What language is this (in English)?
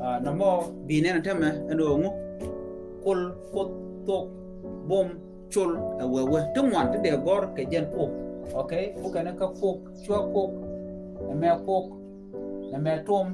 Nuer